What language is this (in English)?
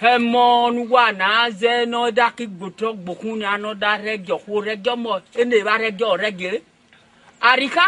Esan